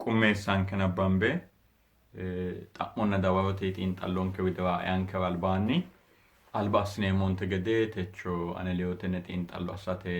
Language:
Sidamo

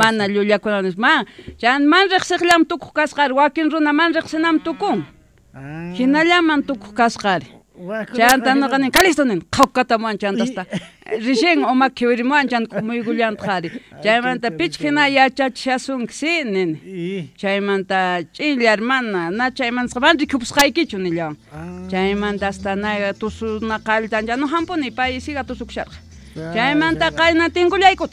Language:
South Bolivian Quechua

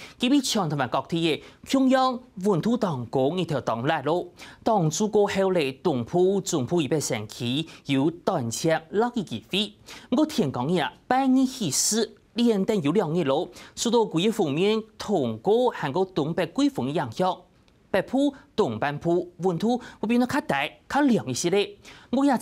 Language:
Hakka Chinese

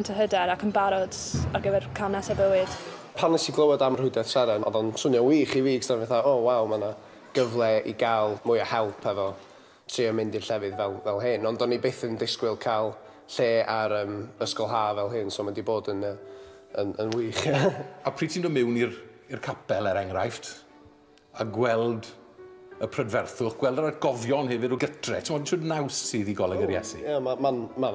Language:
Welsh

